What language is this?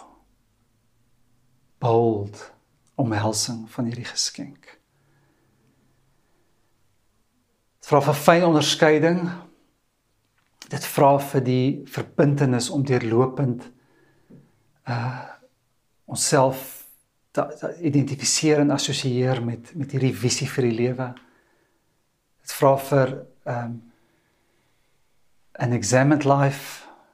Afrikaans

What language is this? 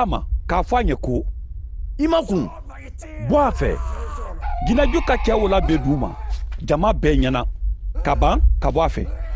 Mandingo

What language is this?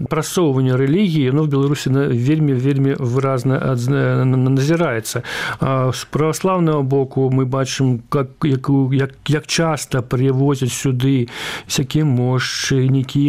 Belarusian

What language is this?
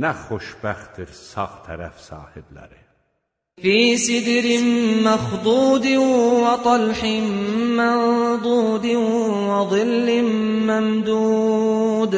Azerbaijani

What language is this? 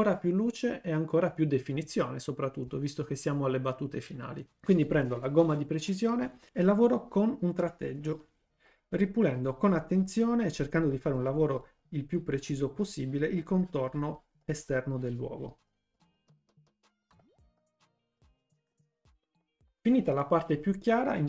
Italian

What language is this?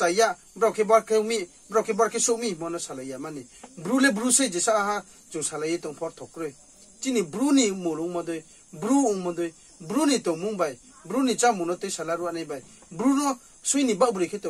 Riang (India)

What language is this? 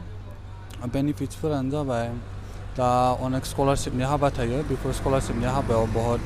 Bodo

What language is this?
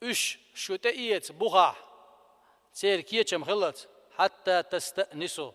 Chechen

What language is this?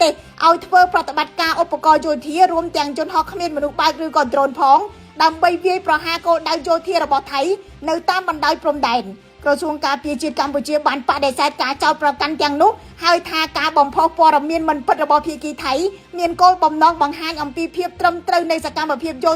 Khmer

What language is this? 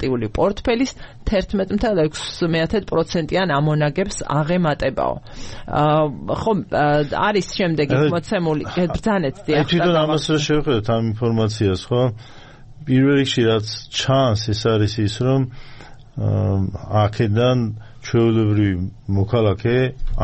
Georgian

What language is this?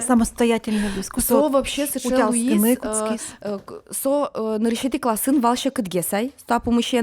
Udmurt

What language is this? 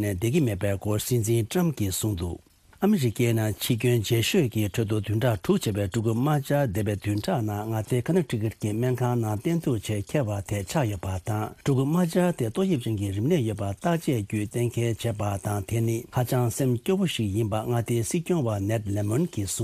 Tibetan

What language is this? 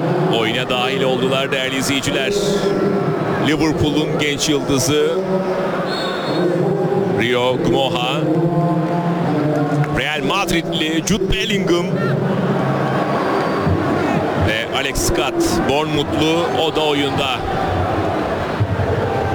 Turkish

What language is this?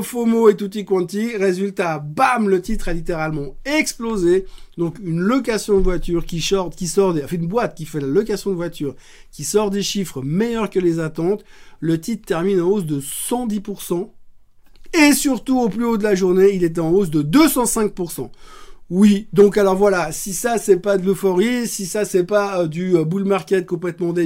French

